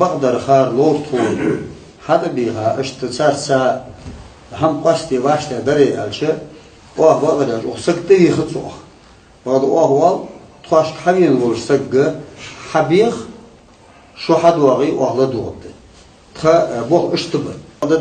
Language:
Ingush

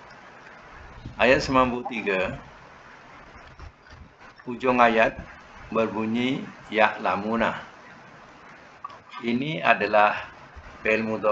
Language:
Malay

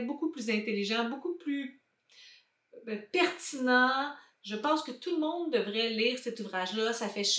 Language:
French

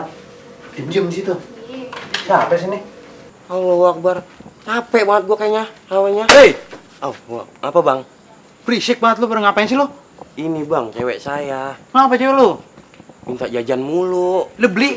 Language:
Betawi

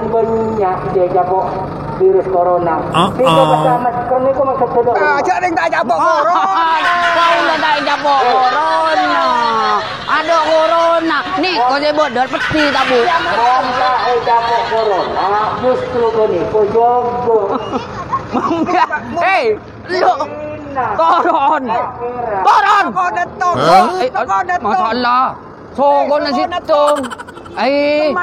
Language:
Madurese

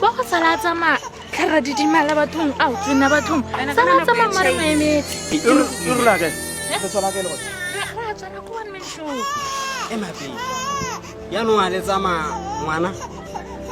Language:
Tswana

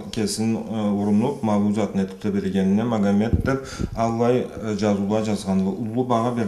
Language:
Karachay-Balkar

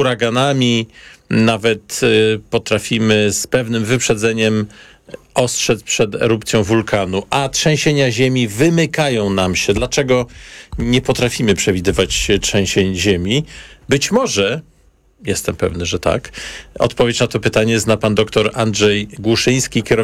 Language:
Polish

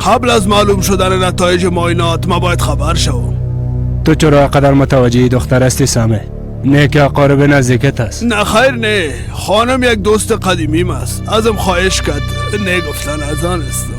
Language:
Persian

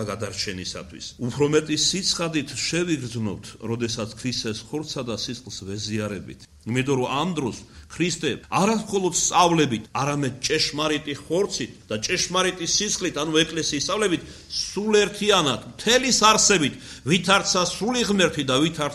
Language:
Georgian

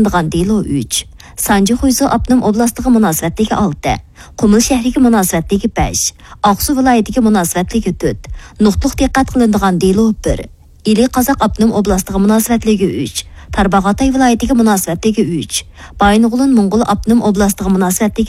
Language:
Uyghur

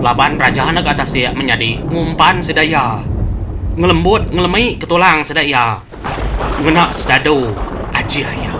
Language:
Iban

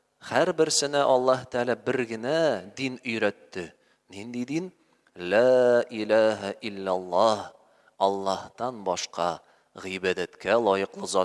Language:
Tatar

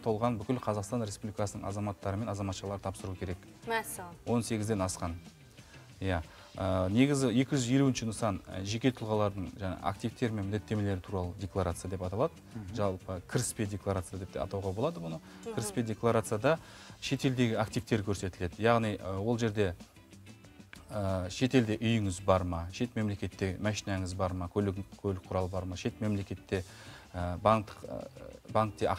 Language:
Kazakh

